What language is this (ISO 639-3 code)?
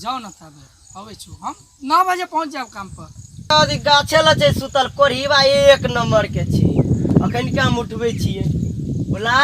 mai